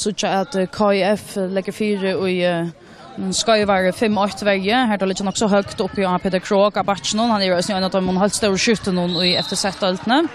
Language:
Faroese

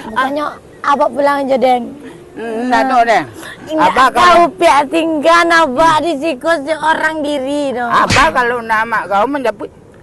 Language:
Minangkabau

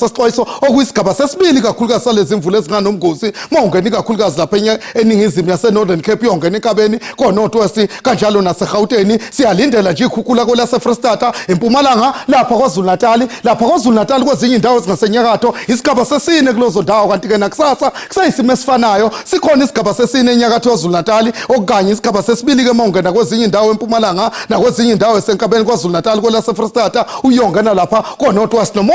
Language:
Zulu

